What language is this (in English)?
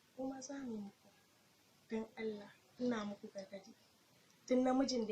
Hausa